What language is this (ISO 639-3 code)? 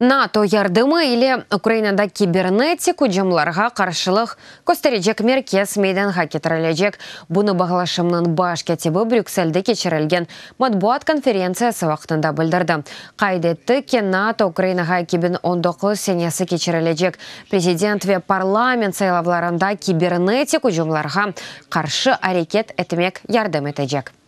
crh